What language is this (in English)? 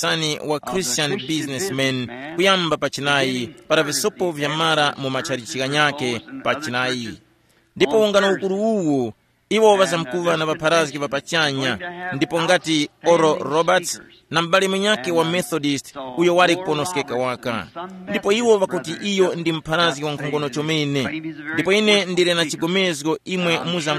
Tumbuka